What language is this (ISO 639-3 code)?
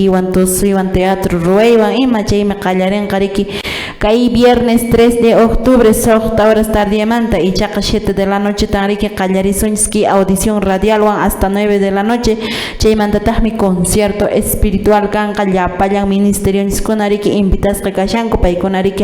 que